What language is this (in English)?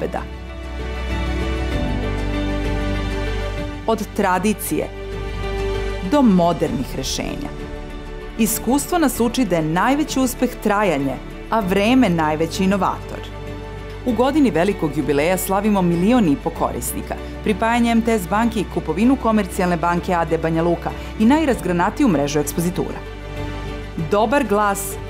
Serbian